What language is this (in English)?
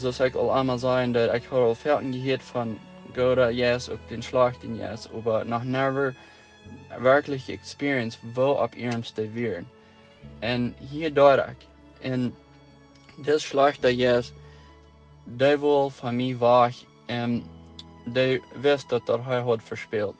Plautdietsch